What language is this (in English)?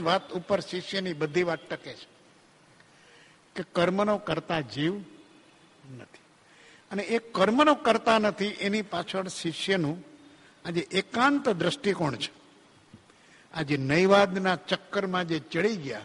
Gujarati